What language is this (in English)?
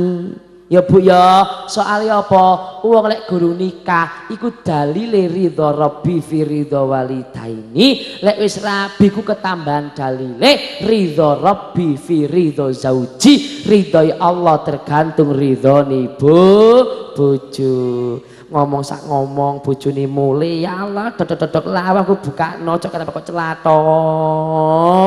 Javanese